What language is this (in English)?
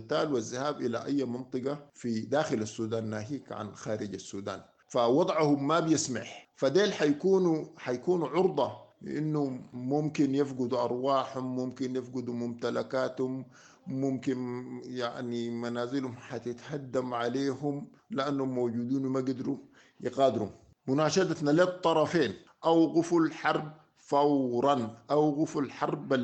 Sudanese Arabic